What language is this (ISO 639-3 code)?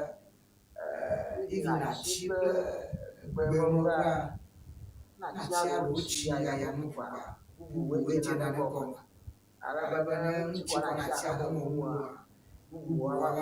ewe